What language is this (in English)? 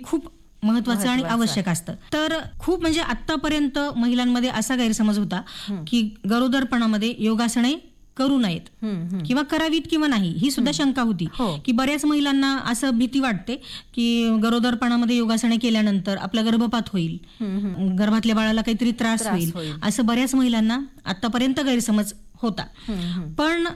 Marathi